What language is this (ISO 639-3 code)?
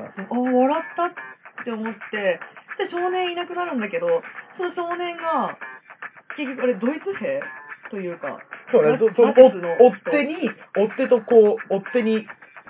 jpn